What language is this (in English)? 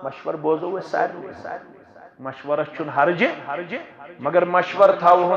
Kashmiri